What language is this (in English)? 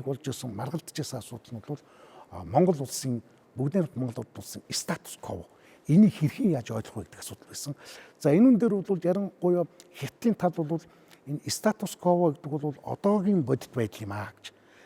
Mongolian